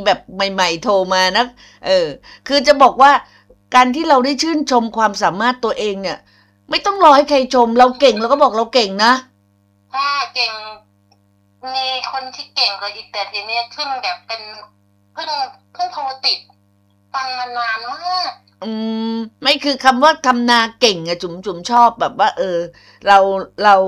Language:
Thai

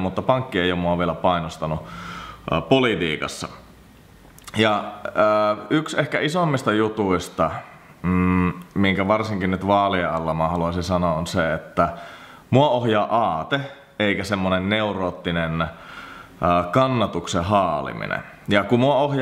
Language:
Finnish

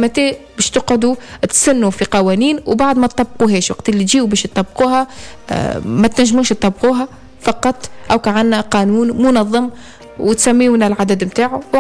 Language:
Tunisian Arabic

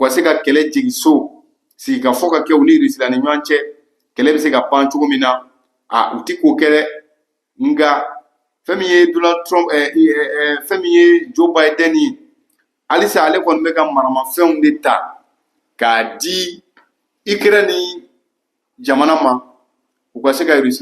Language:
Bambara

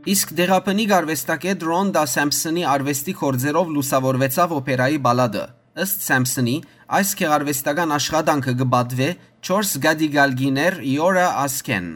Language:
Western Armenian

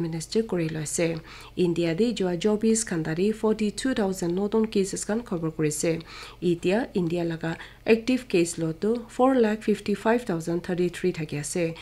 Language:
Naga Pidgin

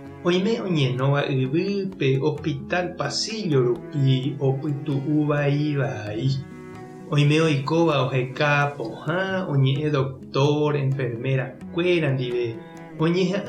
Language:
Guarani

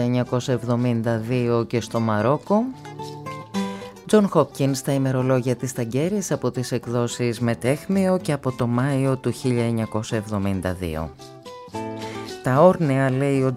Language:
Greek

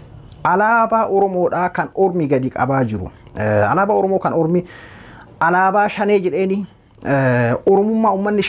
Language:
Oromo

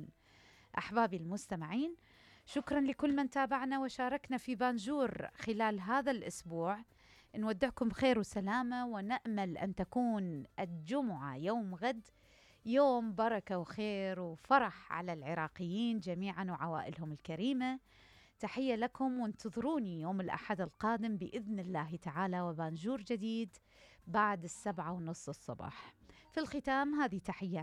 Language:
Mesopotamian Arabic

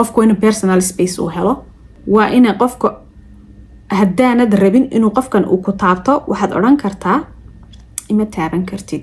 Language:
Somali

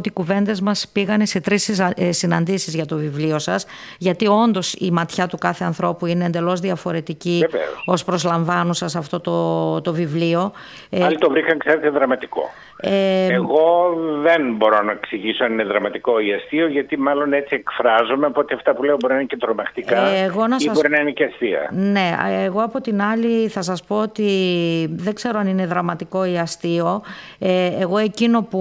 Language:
Greek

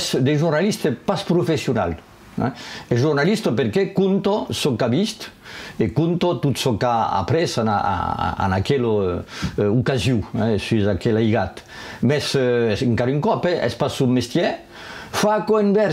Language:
Occitan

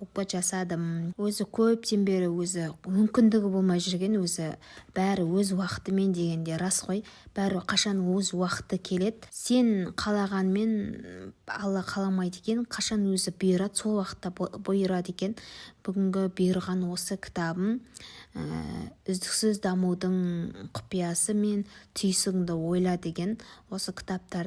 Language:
Kazakh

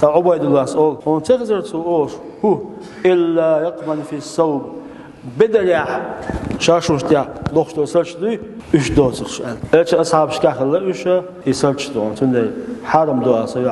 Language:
Chechen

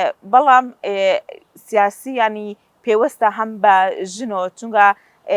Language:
Central Kurdish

